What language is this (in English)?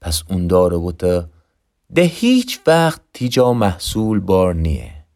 Gilaki